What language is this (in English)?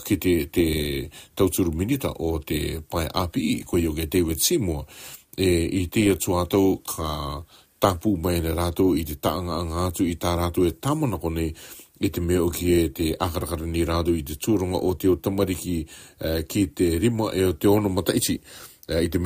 Rarotongan